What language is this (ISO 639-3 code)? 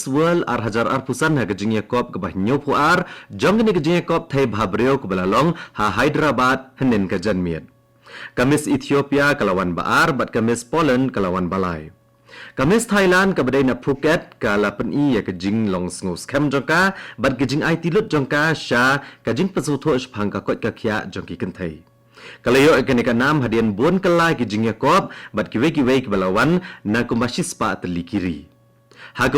kha